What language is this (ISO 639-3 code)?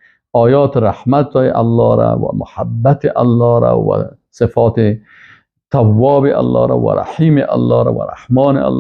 fas